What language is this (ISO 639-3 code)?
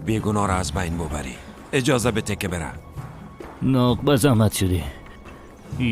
fas